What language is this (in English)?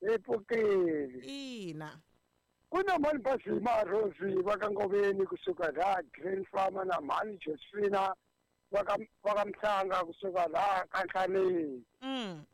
Tsonga